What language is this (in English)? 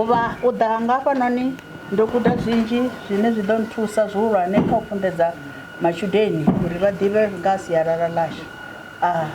Venda